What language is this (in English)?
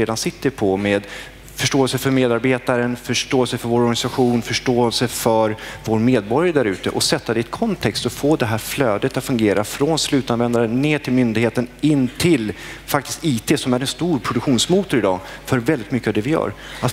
Swedish